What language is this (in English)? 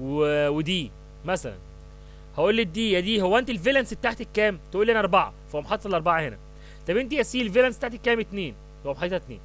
Egyptian Arabic